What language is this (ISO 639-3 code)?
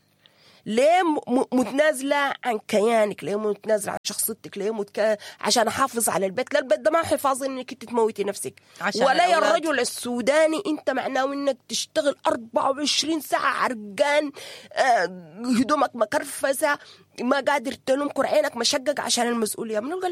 apd